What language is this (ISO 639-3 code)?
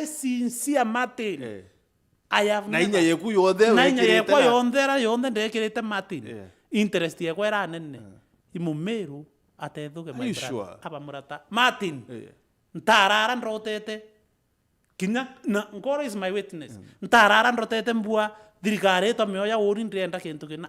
mer